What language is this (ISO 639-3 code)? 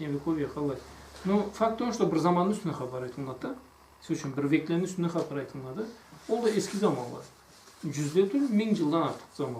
krc